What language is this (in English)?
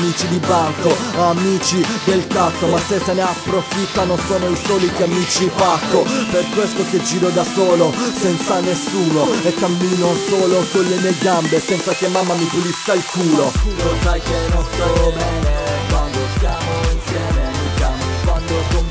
Italian